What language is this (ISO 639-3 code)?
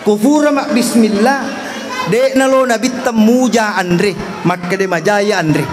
bug